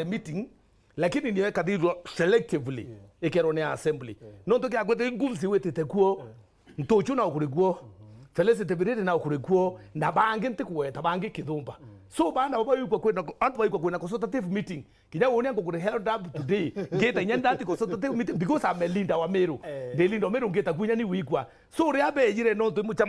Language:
Meru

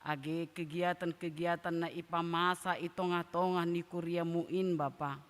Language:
Batak Simalungun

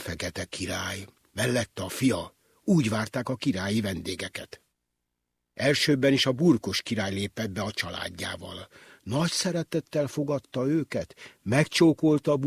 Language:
Hungarian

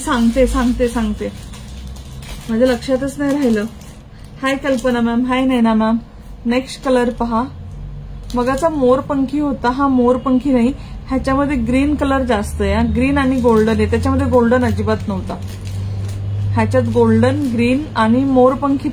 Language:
Marathi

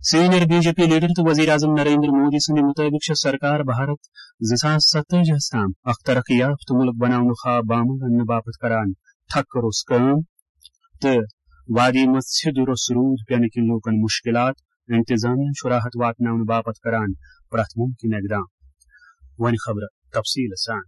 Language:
Kashmiri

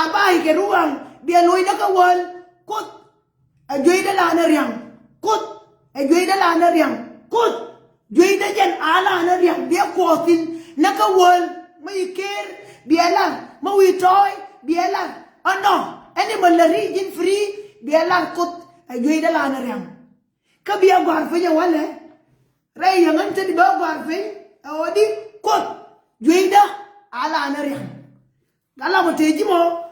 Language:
Nuer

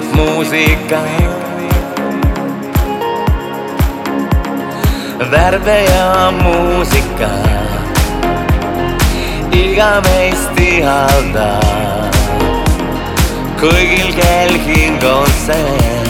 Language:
Estonian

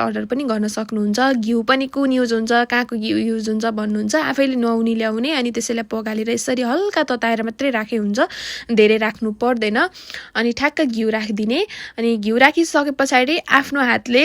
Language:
Nepali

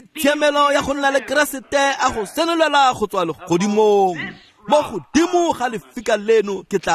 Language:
Tswana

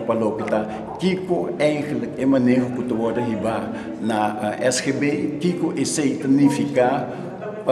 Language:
Papiamento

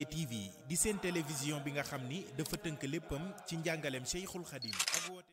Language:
Wolof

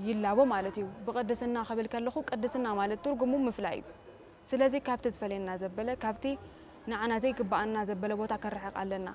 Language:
Tigrinya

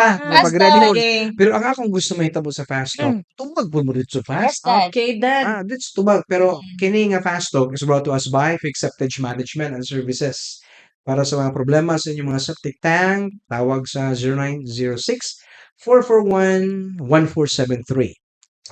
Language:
Cebuano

